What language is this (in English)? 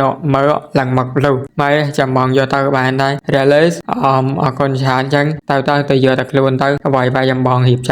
Khmer